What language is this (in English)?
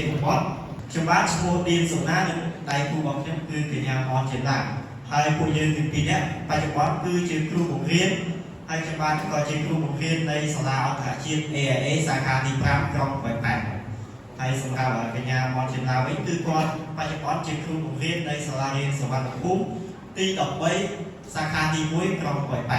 Khmer